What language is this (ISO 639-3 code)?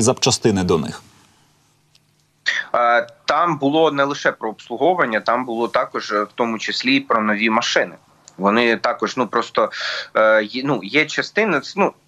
ukr